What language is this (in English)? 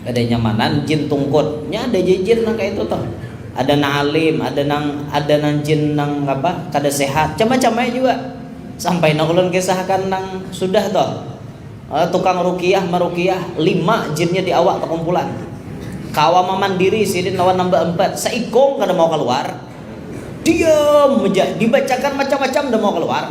Banjar